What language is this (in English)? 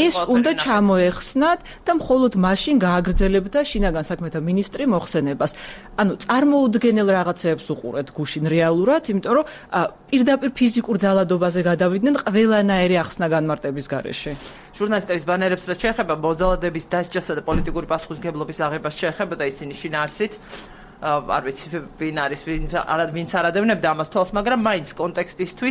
Georgian